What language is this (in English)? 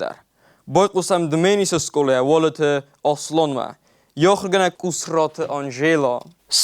Ossetic